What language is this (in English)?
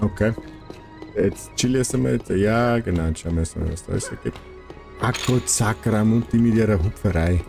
Bavarian